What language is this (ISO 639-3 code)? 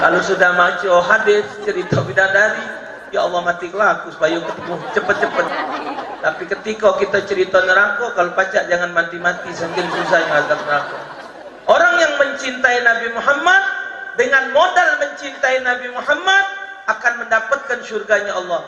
mui